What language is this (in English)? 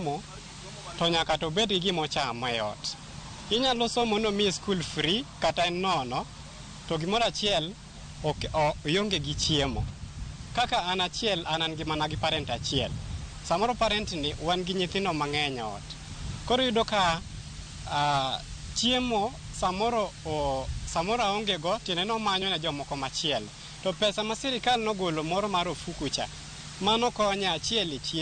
Luo (Kenya and Tanzania)